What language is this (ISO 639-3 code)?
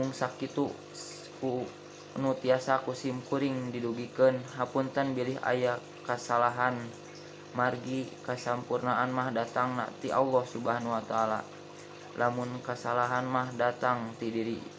sun